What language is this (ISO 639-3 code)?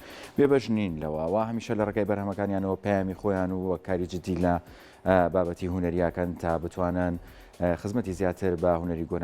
ckb